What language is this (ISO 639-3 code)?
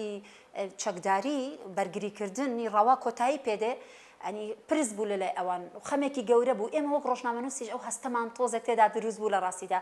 ckb